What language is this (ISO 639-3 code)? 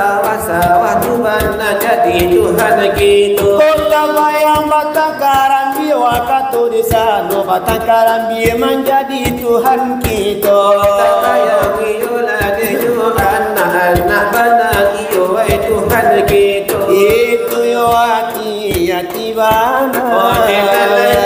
min